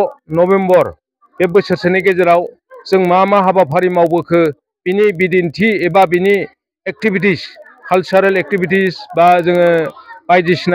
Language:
Bodo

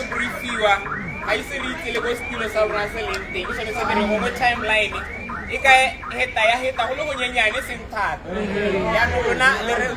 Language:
Tswana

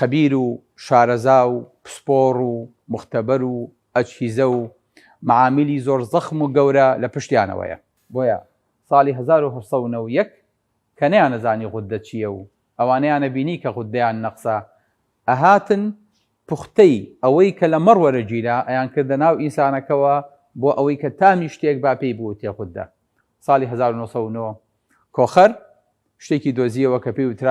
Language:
Central Kurdish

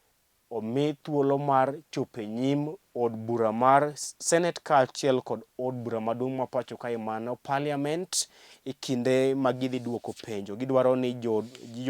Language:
Luo (Kenya and Tanzania)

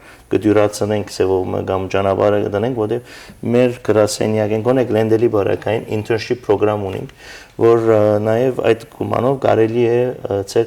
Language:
Western Armenian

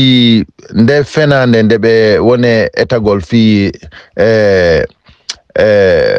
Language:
Fula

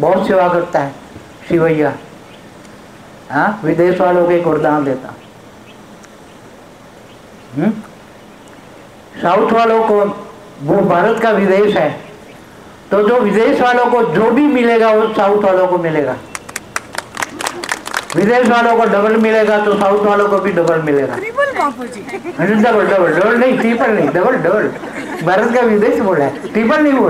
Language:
Hindi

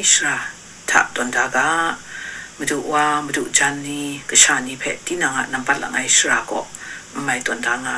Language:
Kachin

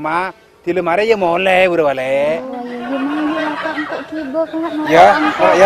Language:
Madurese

